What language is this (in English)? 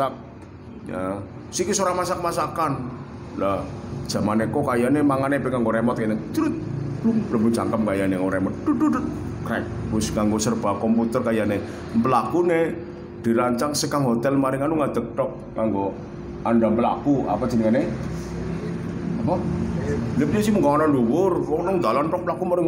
Javanese